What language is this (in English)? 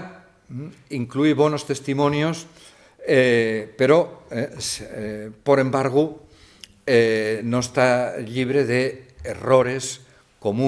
Asturian